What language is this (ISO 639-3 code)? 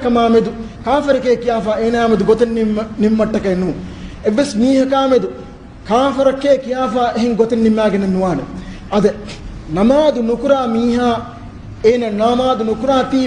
div